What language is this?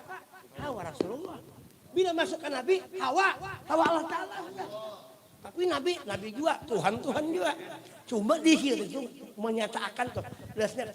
Banjar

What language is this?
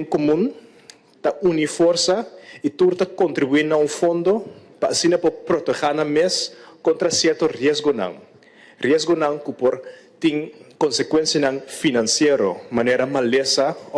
Papiamento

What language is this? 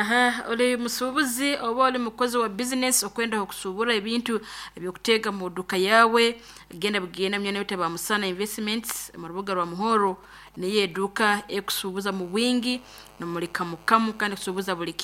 Nyoro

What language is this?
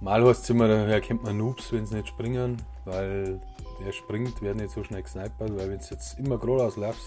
Bavarian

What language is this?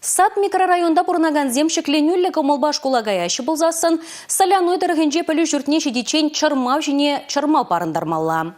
Chuvash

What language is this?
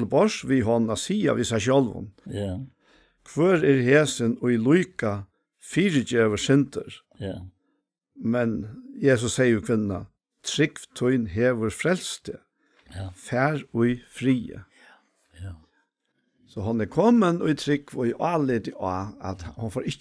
Faroese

